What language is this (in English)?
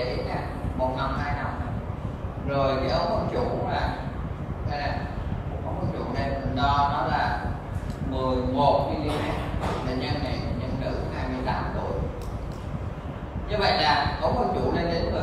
Vietnamese